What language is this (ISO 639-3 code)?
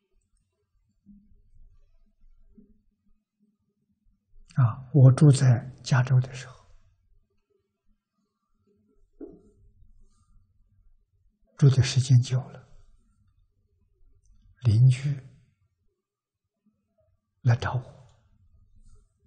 zho